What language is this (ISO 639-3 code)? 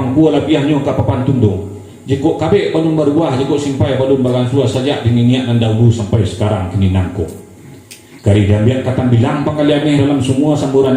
min